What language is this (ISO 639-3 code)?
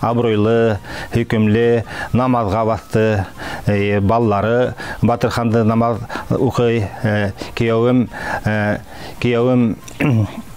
bak